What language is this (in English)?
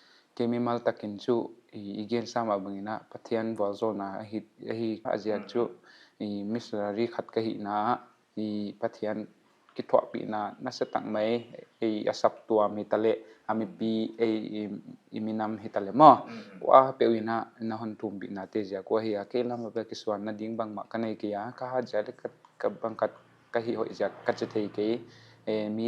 Paite Chin